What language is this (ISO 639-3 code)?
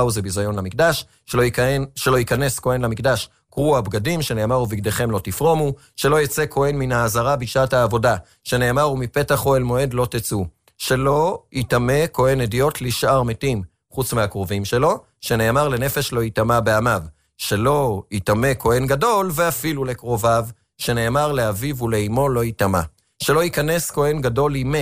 heb